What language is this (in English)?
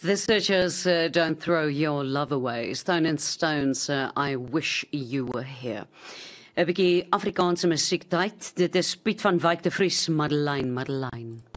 Afrikaans